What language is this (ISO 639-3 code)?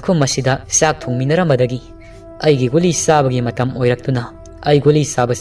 mni